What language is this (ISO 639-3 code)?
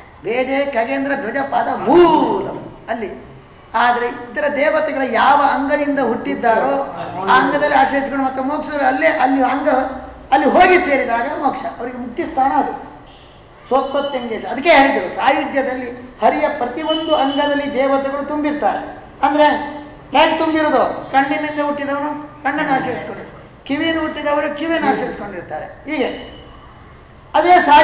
kan